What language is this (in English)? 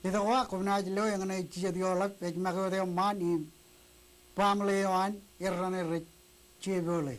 Marshallese